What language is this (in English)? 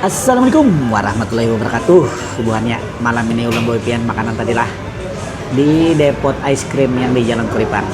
Banjar